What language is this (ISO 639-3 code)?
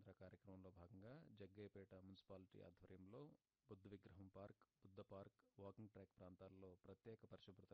tel